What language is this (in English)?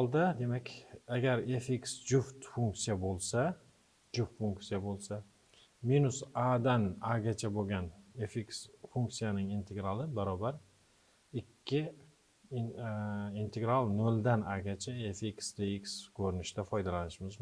Uzbek